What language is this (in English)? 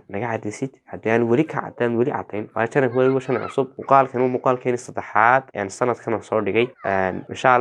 Somali